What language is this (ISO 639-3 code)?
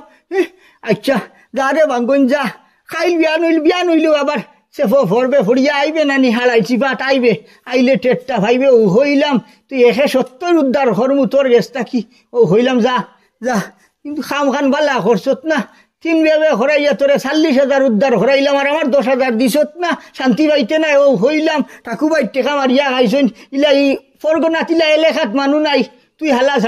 syl